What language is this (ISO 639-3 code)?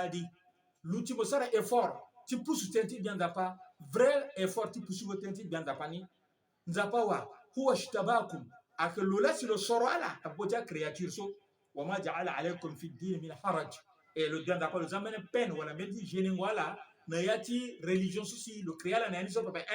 sag